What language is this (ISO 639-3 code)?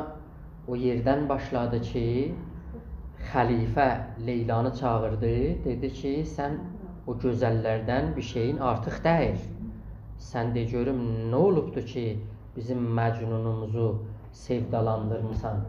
azb